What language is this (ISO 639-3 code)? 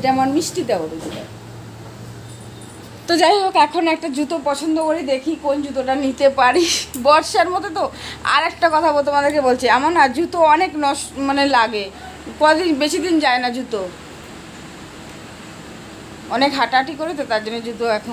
ben